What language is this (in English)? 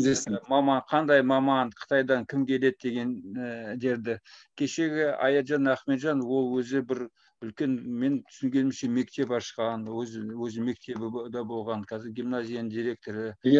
Kazakh